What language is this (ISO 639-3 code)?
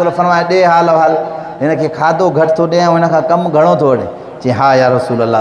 snd